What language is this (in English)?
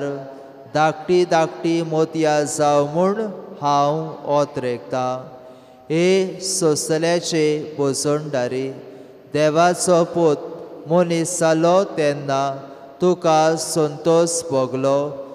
Konkani